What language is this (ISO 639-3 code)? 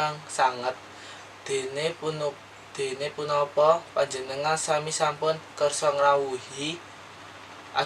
jav